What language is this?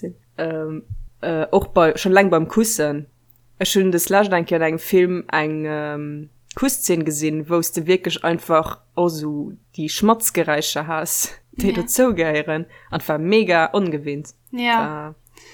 Luxembourgish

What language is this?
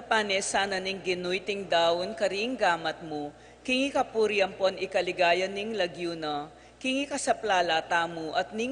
Pampanga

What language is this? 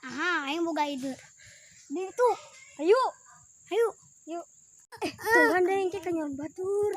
Sundanese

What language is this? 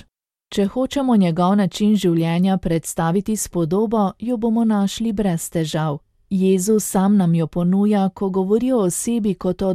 Slovenian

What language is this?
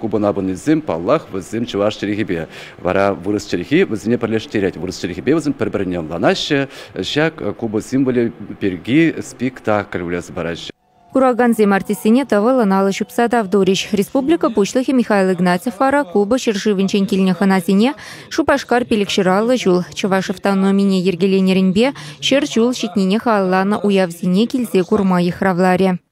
Chuvash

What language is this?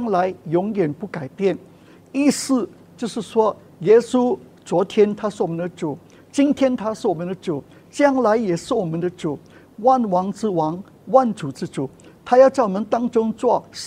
Chinese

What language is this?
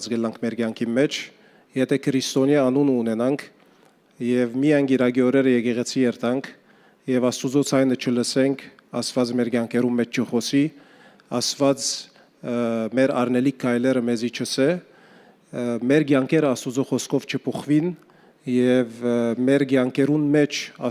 Western Armenian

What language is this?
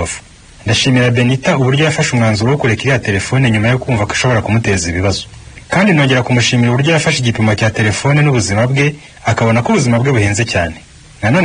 Kinyarwanda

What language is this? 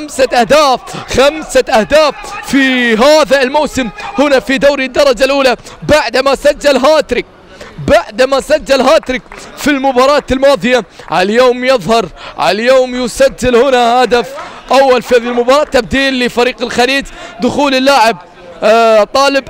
Arabic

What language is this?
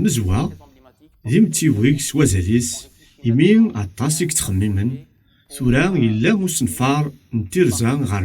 Kabyle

